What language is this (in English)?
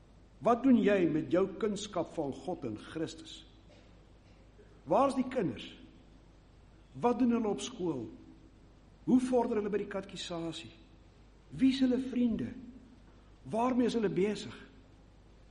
Afrikaans